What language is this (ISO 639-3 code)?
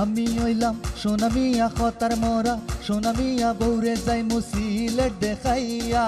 syl